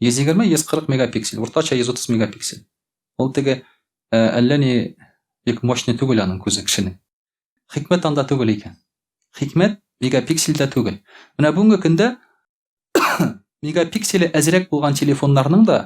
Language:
Tatar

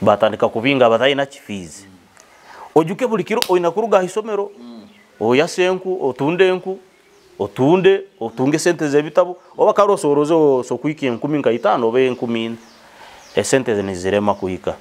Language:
Nyoro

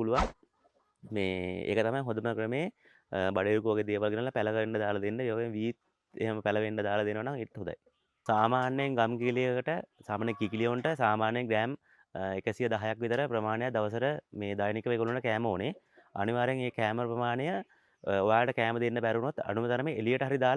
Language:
Sinhala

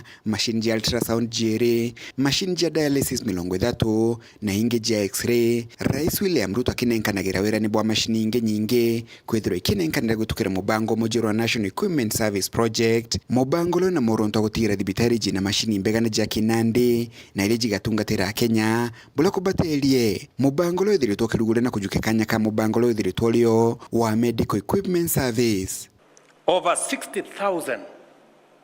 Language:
Meru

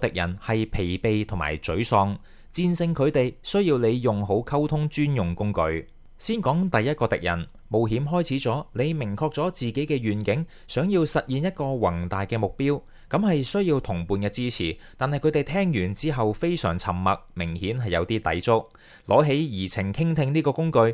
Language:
Cantonese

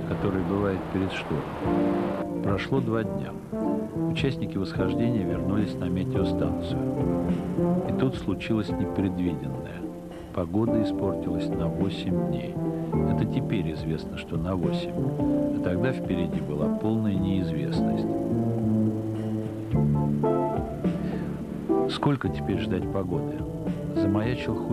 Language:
Russian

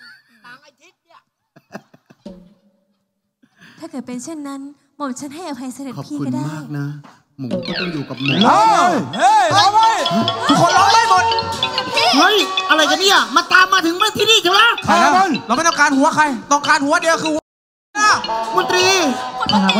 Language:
Thai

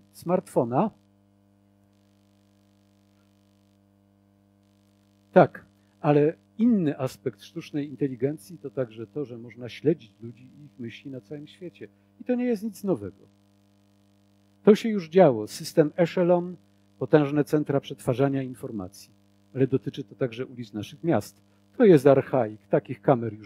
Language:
Polish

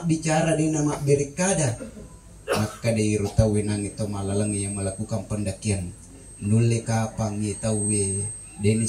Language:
Buginese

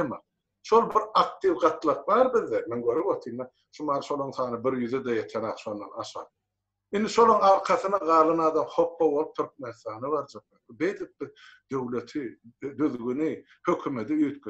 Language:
Turkmen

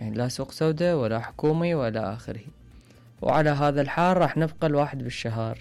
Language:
Mesopotamian Arabic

